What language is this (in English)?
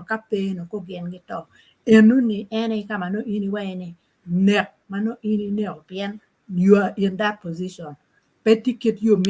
Acoli